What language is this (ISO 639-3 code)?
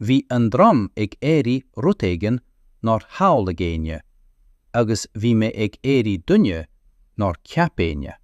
gle